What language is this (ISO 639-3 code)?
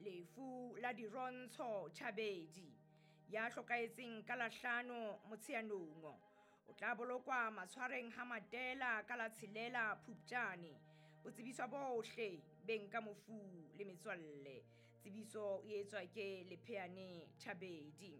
sot